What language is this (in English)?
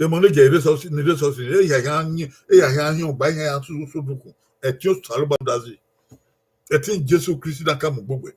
Bini